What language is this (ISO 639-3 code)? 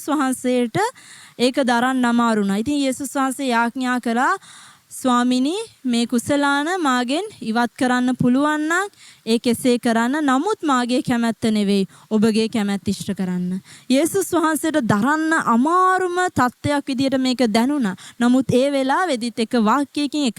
sin